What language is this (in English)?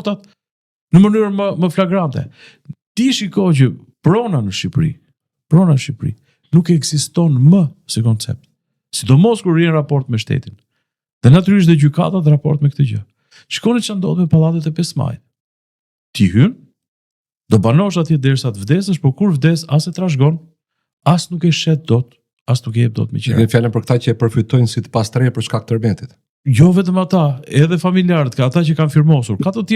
Albanian